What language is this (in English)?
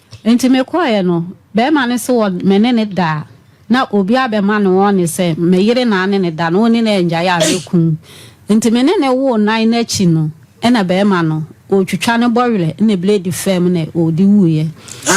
Akan